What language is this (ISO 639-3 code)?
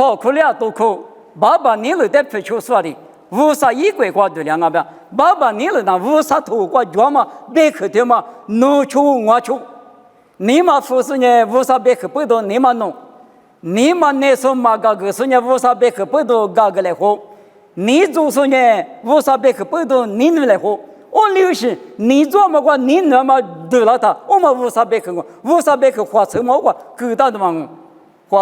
lis